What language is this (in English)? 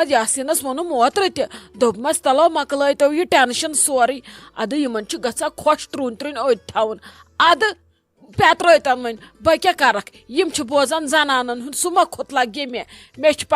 Kashmiri